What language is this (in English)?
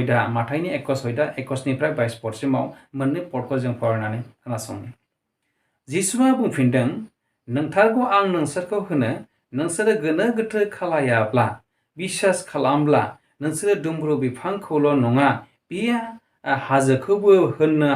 Bodo